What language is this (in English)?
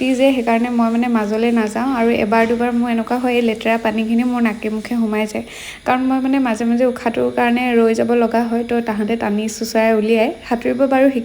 Assamese